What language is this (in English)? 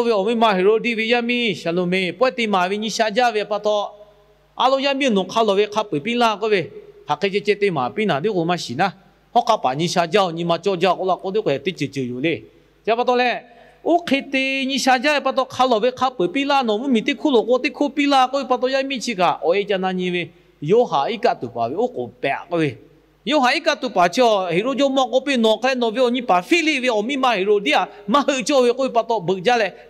Lahu